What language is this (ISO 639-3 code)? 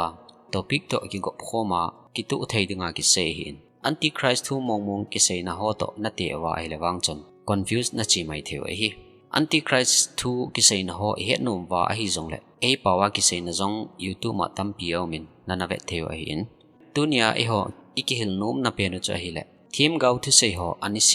tcz